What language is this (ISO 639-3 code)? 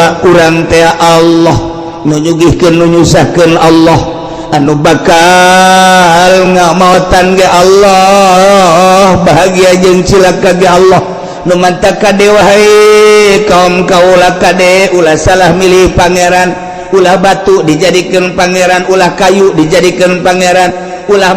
sun